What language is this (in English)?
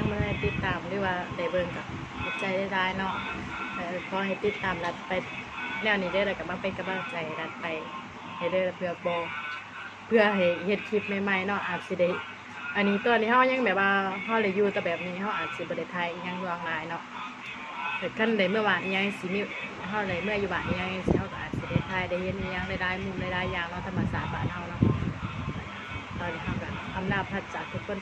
Lao